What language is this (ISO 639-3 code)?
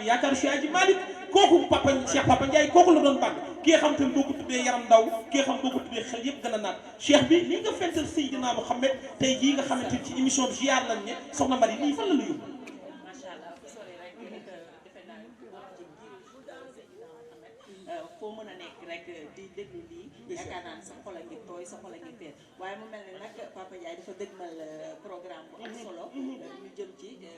wol